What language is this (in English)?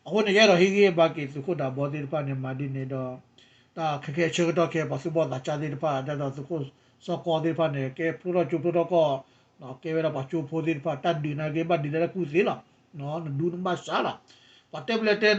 S'gaw Karen